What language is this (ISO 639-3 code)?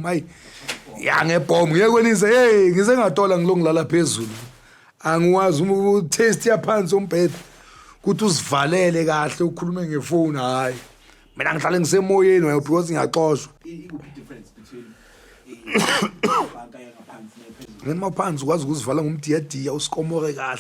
zul